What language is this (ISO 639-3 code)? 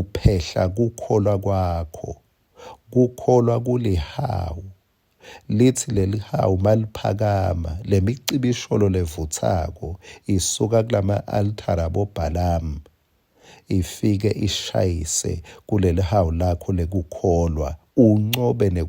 ssw